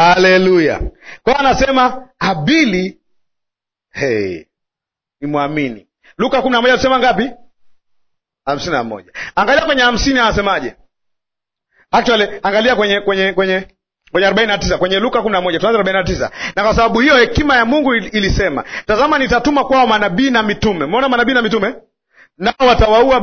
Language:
Swahili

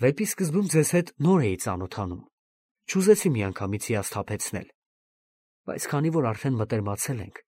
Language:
Armenian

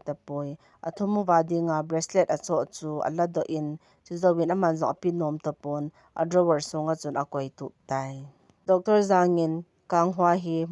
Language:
Thado Chin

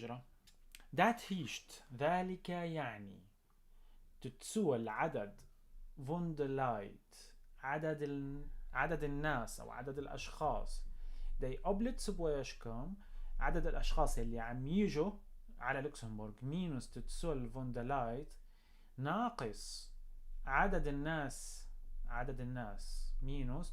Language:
North Levantine Arabic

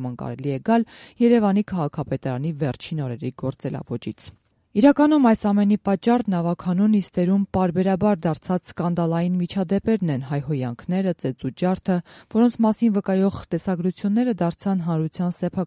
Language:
Armenian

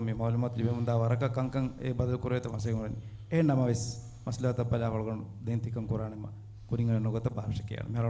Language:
Divehi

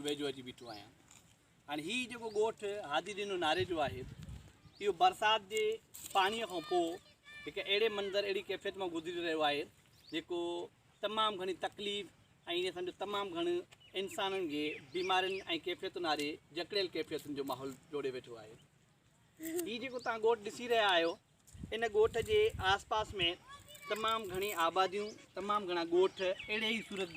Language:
Sindhi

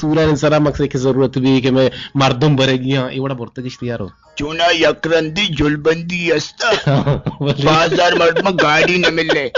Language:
Eastern Balochi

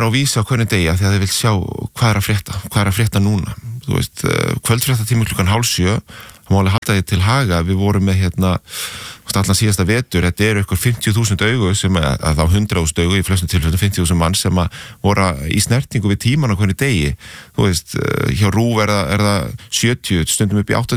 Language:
Icelandic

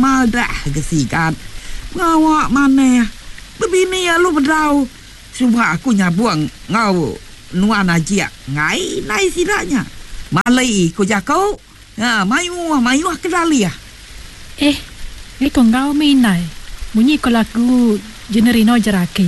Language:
Iban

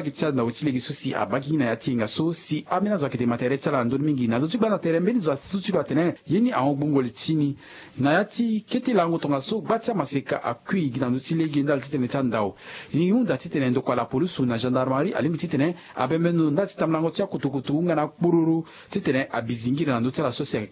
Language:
Sango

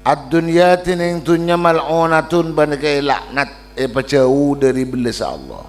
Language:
Madurese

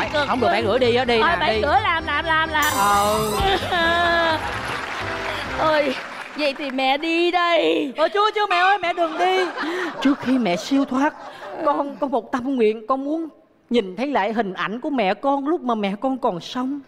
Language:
Vietnamese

